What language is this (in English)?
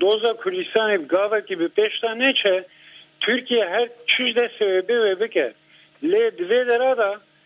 Kurdish